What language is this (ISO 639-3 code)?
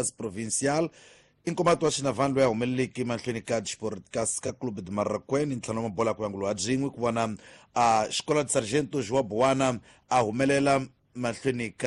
tso